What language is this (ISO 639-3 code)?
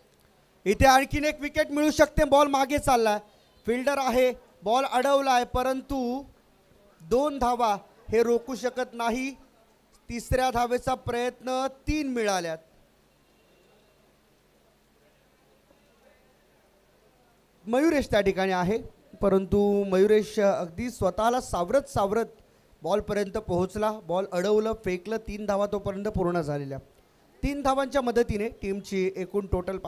mar